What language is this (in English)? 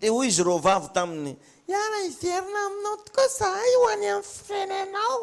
Malagasy